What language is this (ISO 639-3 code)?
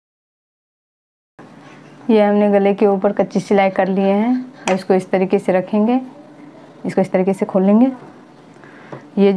hin